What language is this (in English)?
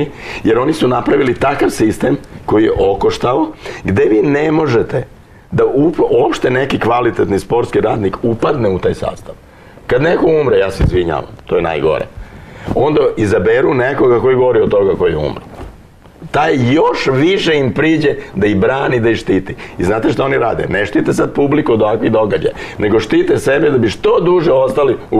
Serbian